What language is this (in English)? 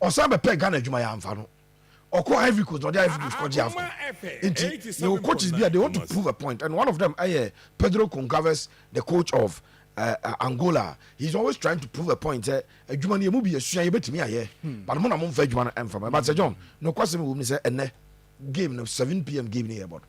Akan